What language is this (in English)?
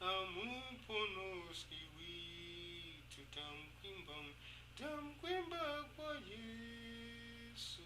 Tumbuka